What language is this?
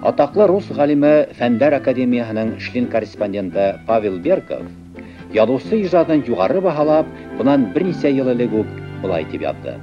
Bashkir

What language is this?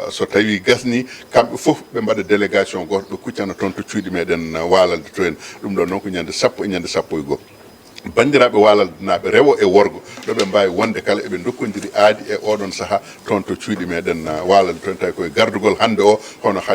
Fula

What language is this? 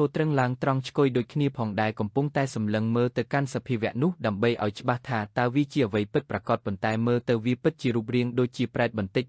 Khmer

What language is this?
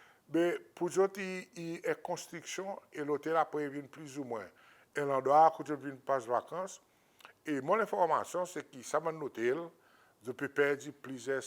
Seselwa Creole French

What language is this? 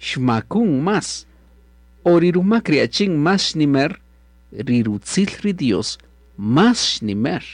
Kaqchikel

